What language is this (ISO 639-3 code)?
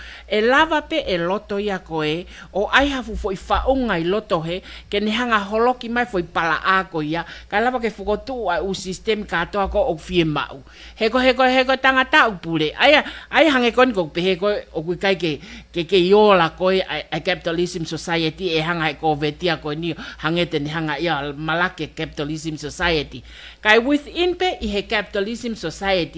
ton